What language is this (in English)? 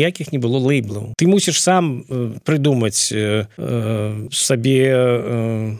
Belarusian